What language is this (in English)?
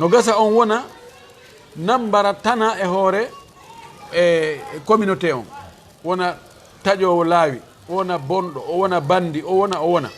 Fula